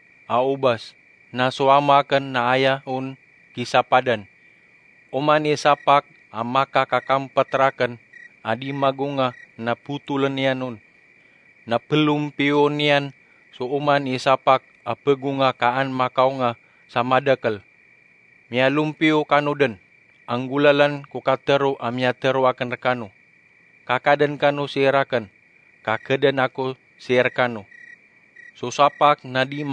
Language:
Maranao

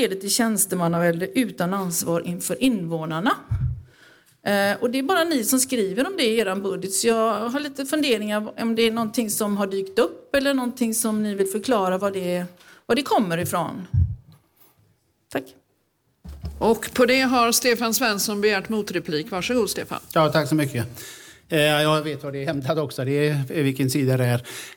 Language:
Swedish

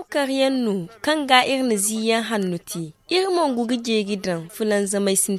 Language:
Zarma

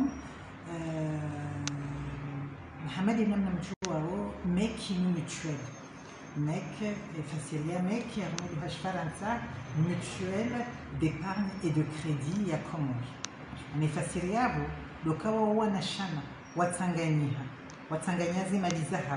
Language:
Ngazidja Comorian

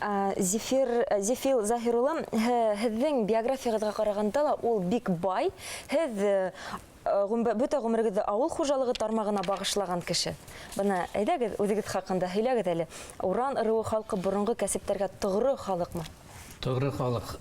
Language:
Bashkir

